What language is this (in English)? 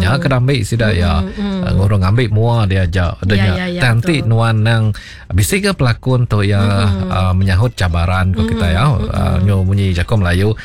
Iban